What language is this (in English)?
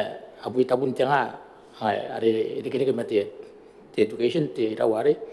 Gilbertese